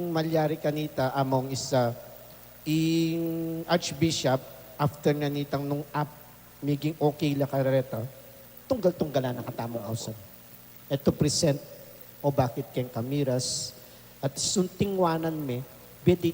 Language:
Pampanga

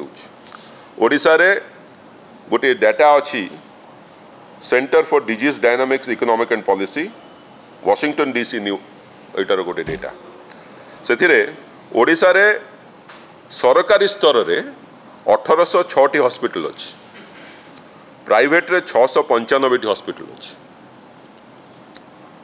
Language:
Odia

